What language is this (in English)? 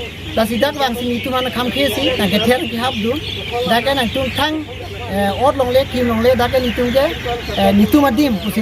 Karbi